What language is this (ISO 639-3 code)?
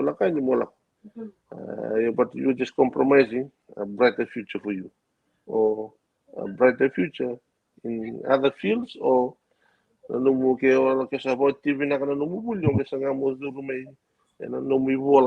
fij